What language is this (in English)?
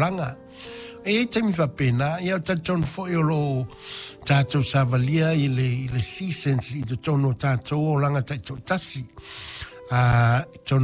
Samoan